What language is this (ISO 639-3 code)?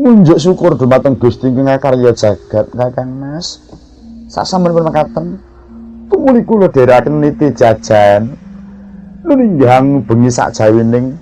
jav